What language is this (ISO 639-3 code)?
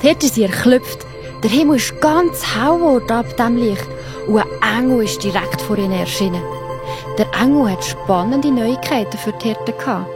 gsw